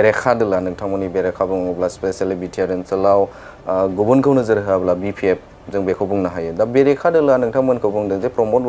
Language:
Bodo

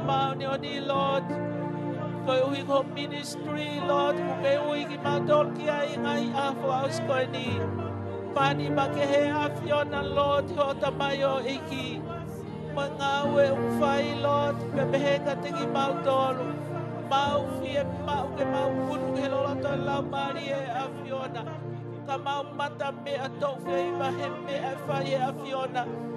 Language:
Tongan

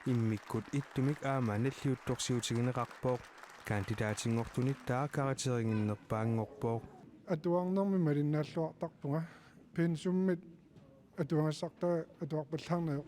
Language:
Kalaallisut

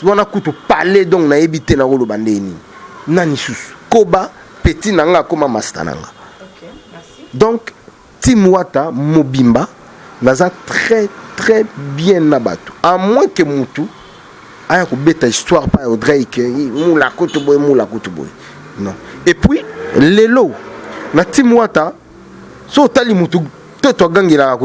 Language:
Lingala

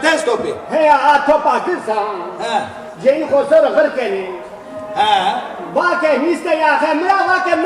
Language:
Zaza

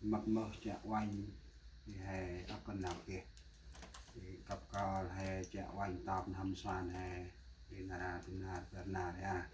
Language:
Central Mnong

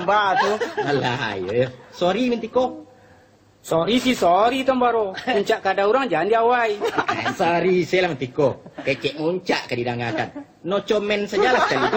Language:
Minangkabau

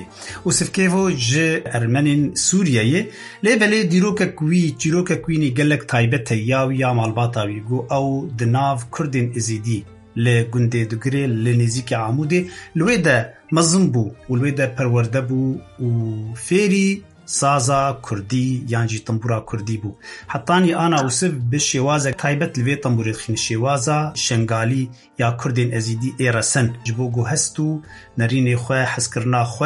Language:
Kurdish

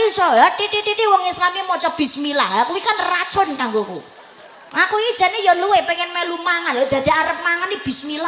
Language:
Javanese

